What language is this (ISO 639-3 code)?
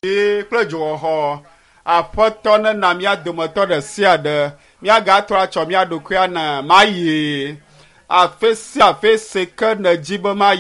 ewe